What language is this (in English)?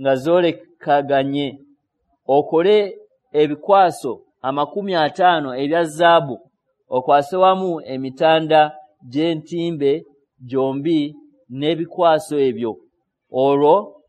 Ganda